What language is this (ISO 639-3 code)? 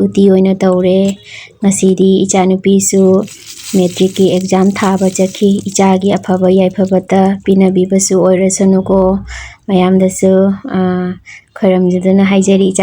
mni